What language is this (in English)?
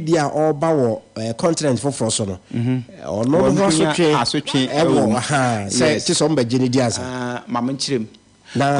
Akan